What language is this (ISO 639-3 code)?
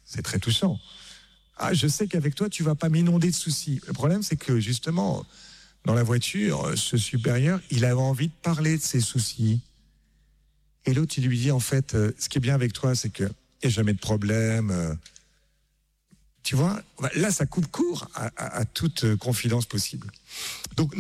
fra